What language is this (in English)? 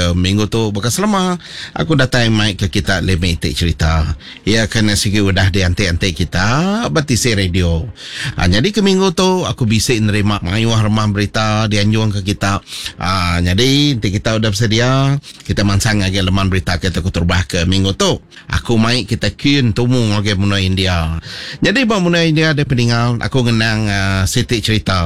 Iban